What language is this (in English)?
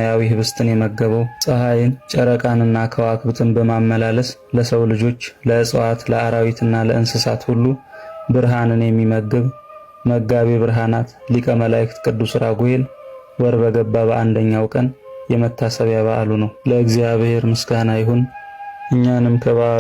Amharic